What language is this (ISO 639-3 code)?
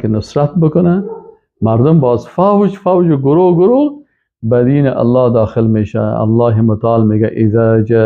fas